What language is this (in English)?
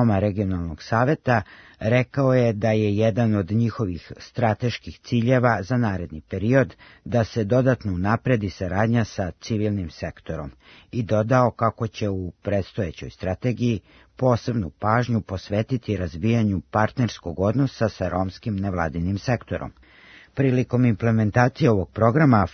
Serbian